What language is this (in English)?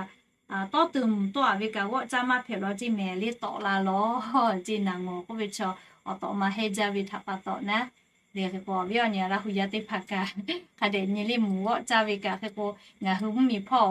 Lahu